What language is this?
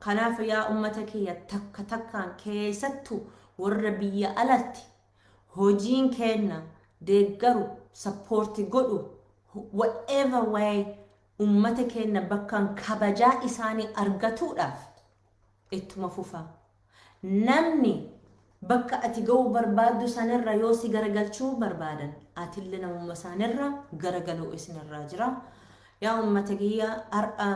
Oromo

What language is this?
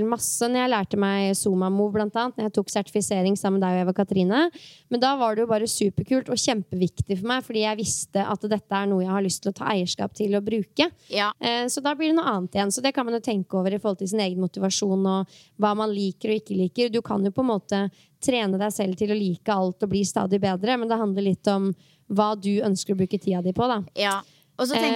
Norwegian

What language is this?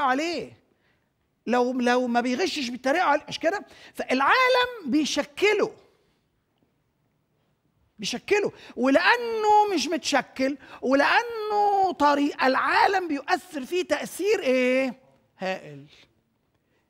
Egyptian Arabic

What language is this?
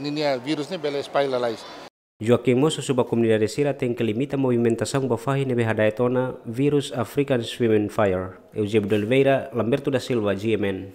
Tetum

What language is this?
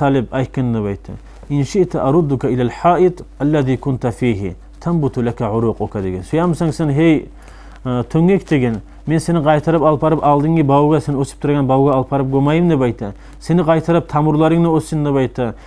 Kumyk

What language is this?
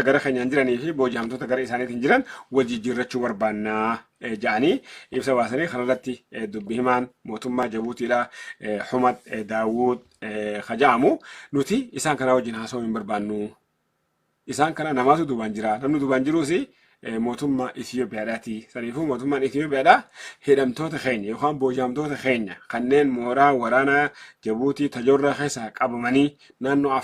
Oromo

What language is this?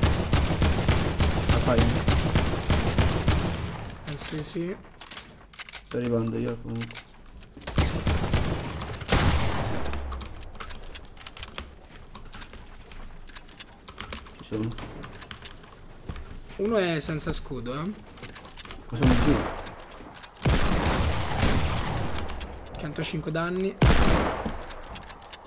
Italian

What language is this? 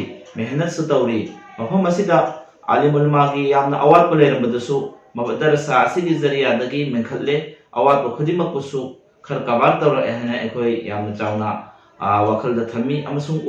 Manipuri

